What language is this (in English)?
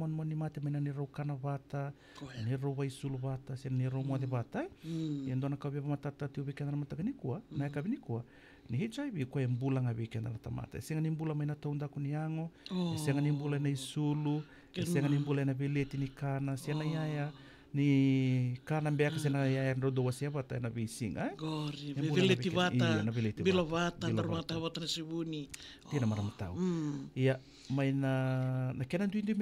Fijian